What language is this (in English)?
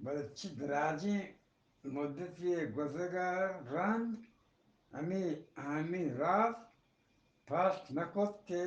Eastern Balochi